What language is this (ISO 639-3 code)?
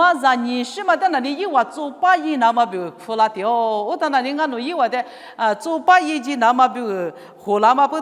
lis